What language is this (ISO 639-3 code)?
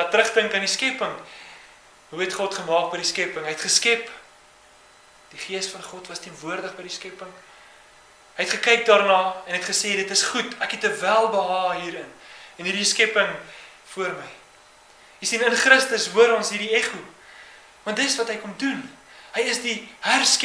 afr